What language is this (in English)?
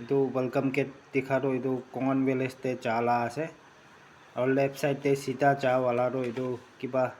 Naga Pidgin